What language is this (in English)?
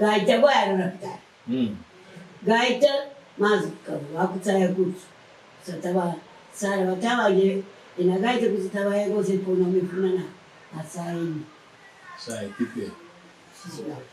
Kabuverdianu